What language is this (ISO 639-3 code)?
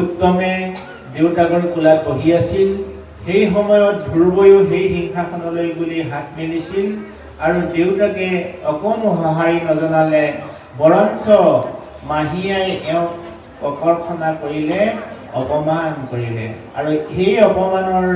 asm